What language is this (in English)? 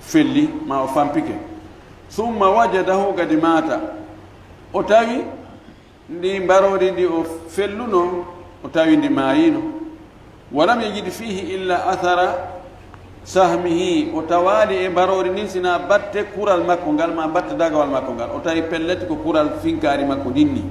Fula